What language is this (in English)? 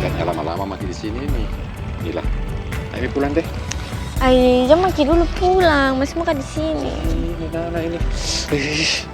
Makassar Malay